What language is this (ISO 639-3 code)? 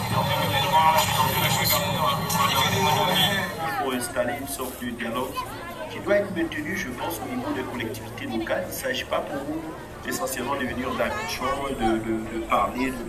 fra